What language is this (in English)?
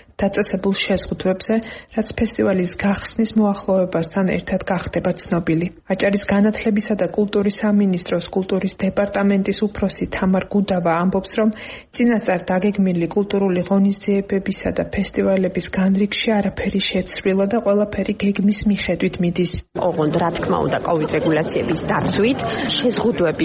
Georgian